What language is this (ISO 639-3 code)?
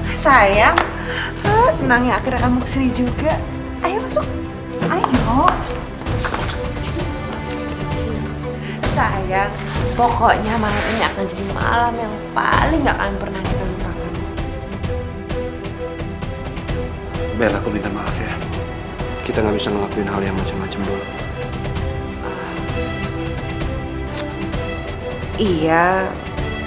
ind